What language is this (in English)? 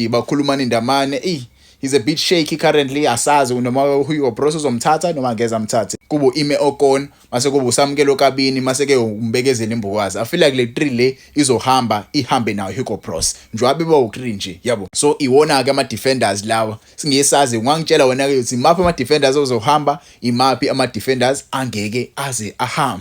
Zulu